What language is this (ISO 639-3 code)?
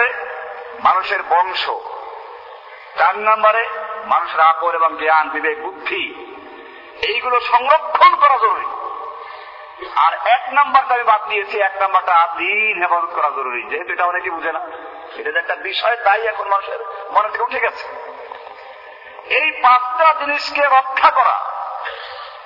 ben